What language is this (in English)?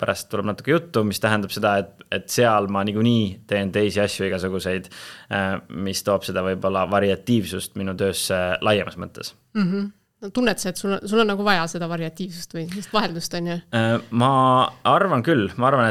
Estonian